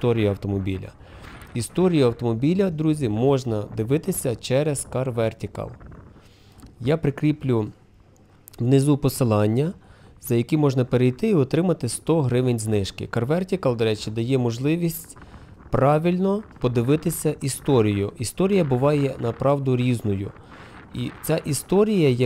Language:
Ukrainian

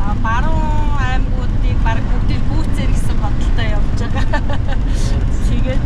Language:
Mongolian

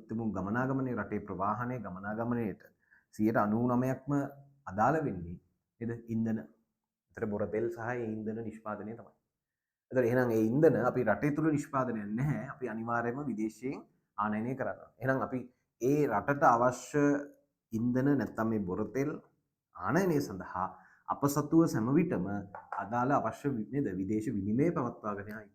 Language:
Sinhala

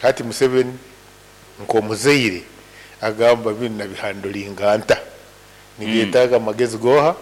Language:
Nyankole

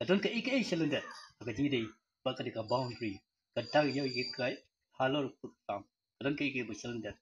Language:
Khasi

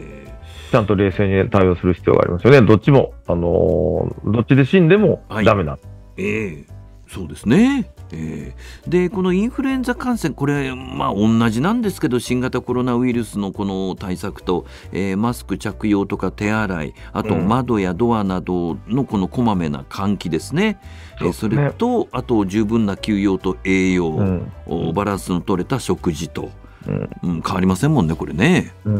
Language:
Japanese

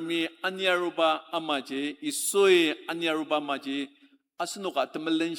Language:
Ao Naga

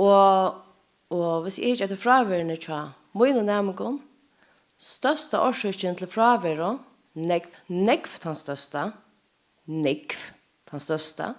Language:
Faroese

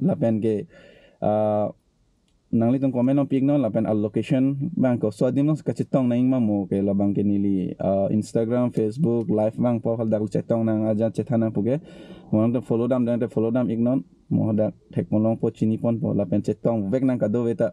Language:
Karbi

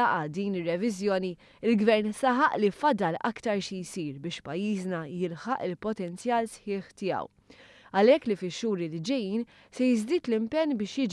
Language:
Maltese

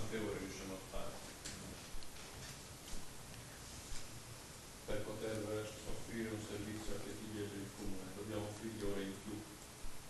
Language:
Italian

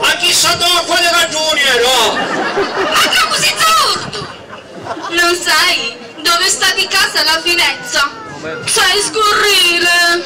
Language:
Sicilian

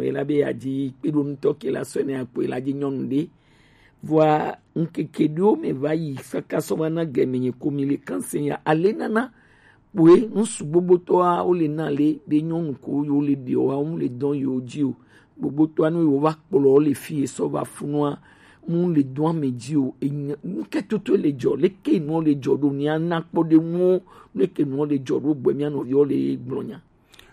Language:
Gen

